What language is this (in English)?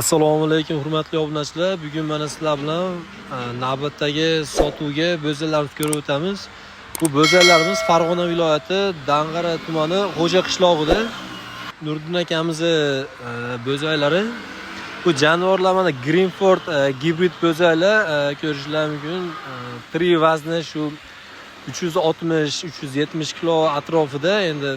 Uzbek